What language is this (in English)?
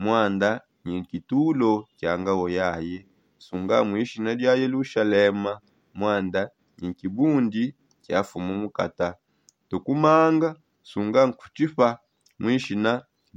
Songe